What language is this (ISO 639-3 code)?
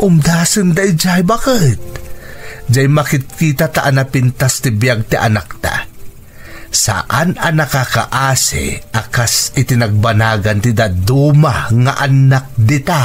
ilo